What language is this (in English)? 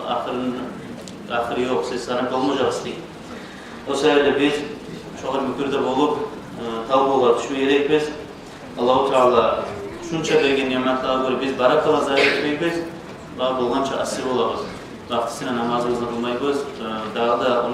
Kumyk